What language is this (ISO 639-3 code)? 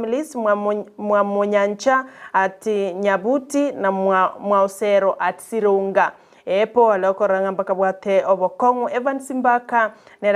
guz